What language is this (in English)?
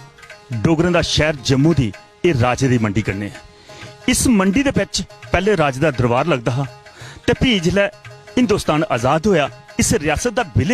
Dogri